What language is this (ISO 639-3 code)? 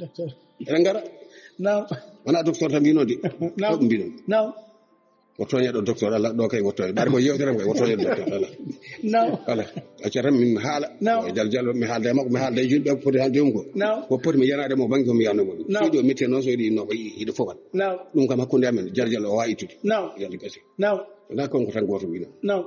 ful